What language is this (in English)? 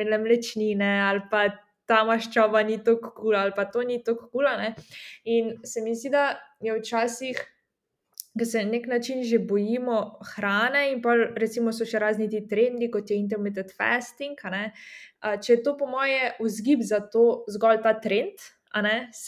Slovenian